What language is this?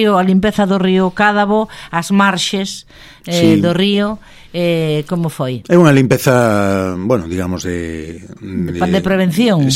Galician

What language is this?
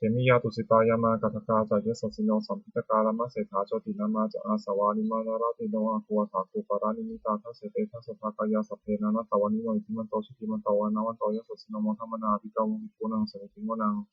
Pali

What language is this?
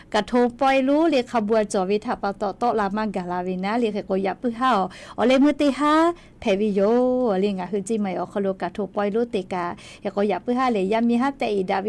Lahu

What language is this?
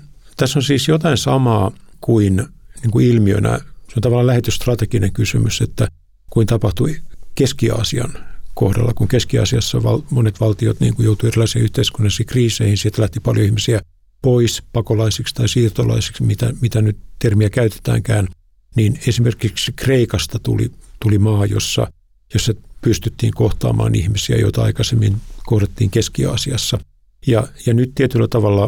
Finnish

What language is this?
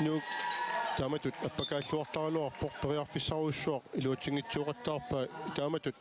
Kalaallisut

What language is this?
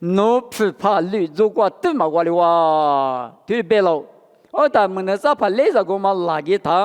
Lisu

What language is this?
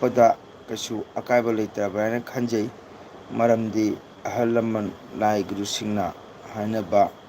Manipuri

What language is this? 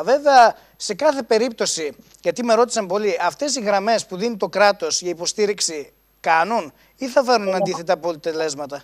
Greek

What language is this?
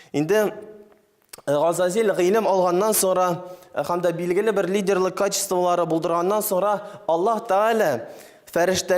Tatar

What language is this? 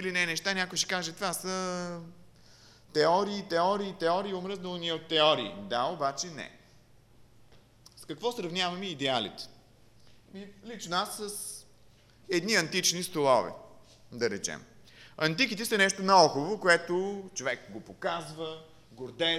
Bulgarian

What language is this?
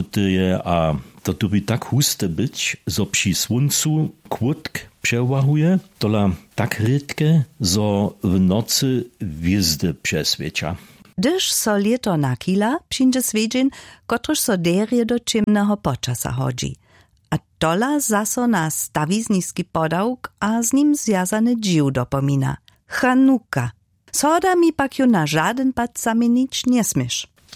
Upper Sorbian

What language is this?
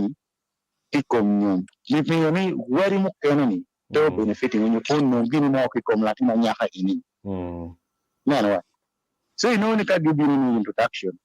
Acoli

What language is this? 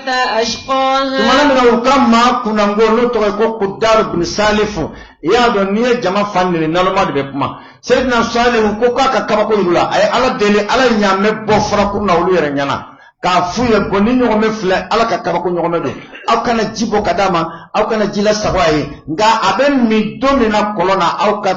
Bambara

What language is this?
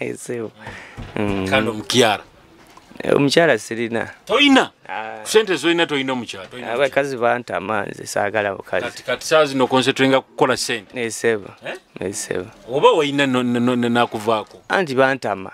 Nyoro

